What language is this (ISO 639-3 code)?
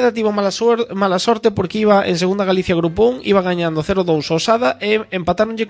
glg